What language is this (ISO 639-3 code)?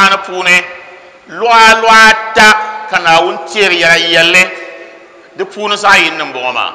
dag